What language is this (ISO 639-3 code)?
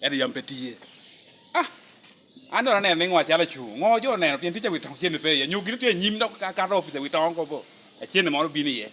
laj